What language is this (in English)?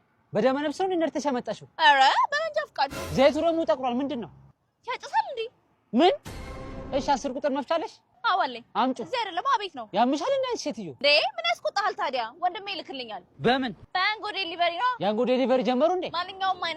Amharic